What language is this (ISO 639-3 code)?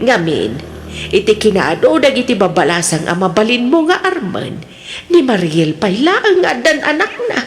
ilo